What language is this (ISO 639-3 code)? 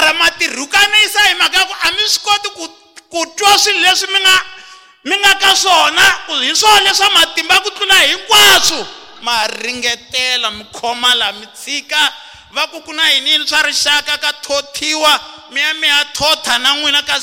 tso